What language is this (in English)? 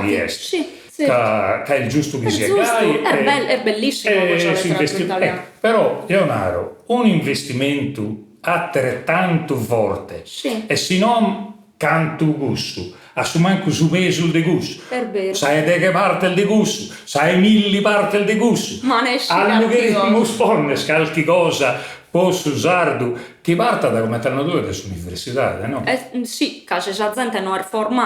Sardinian